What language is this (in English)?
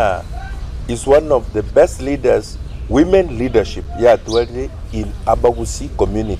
Gusii